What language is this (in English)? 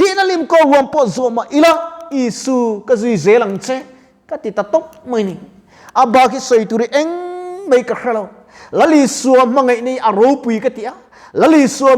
Mizo